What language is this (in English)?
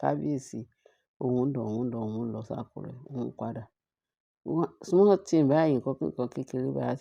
Yoruba